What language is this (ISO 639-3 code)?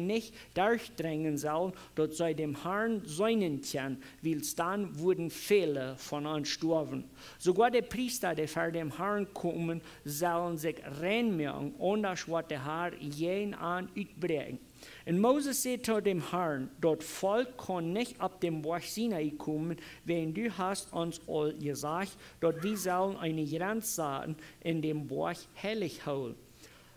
pdt